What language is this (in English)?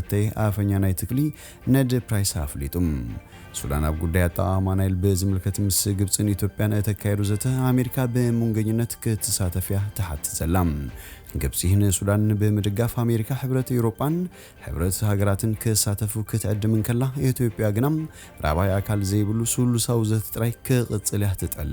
Tigrinya